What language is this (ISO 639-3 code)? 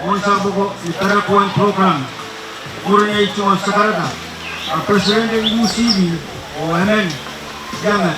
pon